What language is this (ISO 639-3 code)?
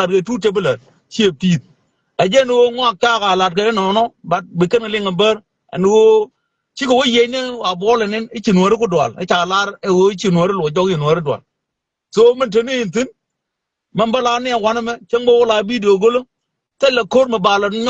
nus